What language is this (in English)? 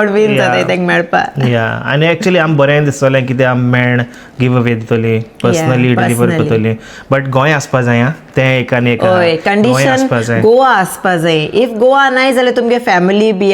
Konkani